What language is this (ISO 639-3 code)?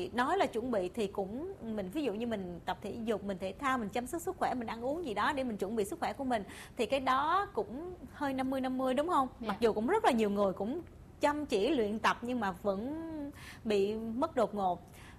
vie